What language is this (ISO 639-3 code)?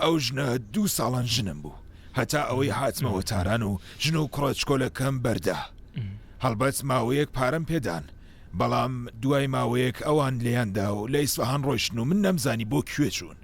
ckb